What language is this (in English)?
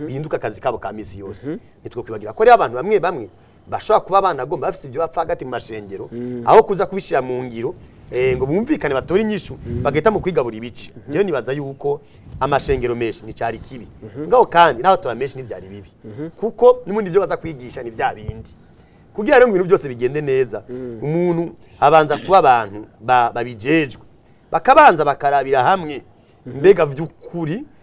Rundi